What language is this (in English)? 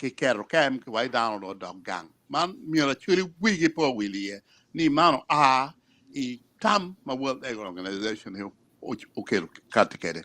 Acoli